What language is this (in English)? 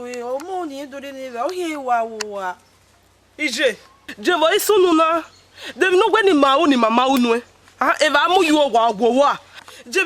Bini